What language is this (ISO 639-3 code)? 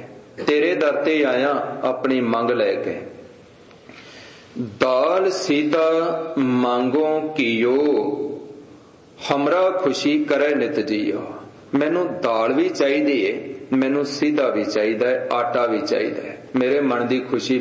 pan